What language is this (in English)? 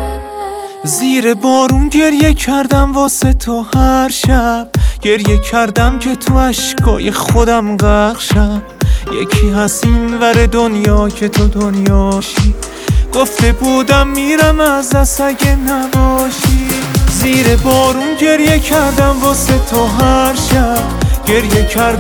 Persian